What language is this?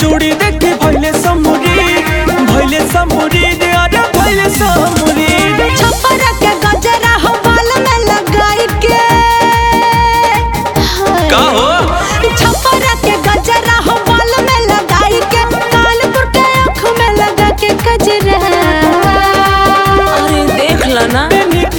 Bhojpuri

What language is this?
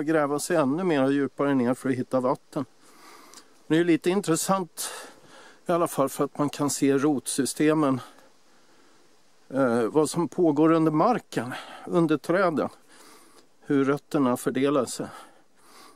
Swedish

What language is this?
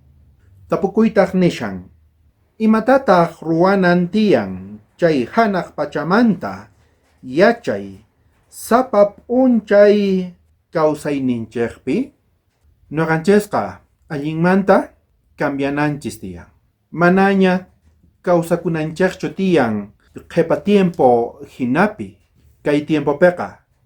South Bolivian Quechua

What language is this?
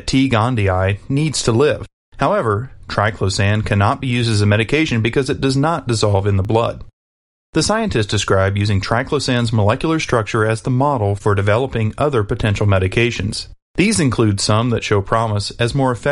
English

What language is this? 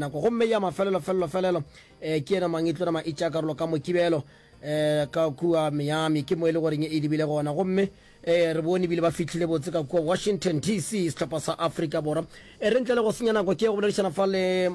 Northern Sotho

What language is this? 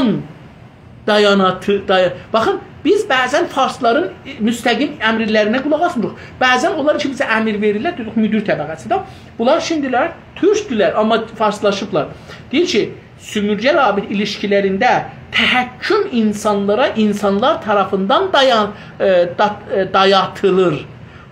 South Azerbaijani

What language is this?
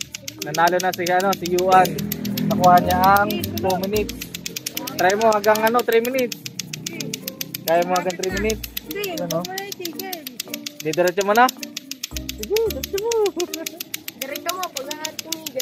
Filipino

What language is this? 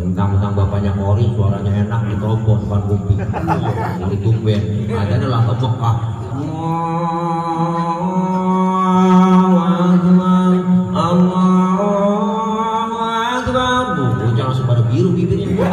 Betawi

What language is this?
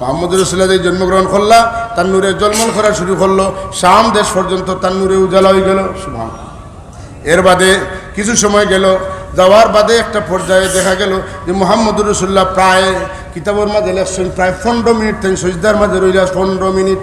Sylheti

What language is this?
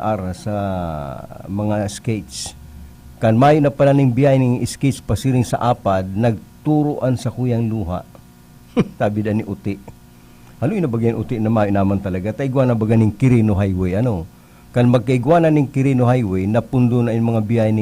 Bikol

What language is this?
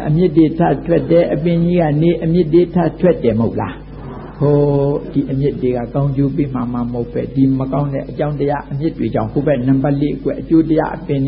Burmese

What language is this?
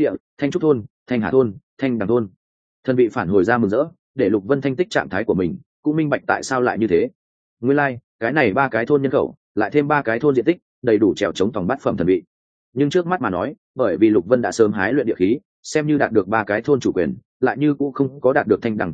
Vietnamese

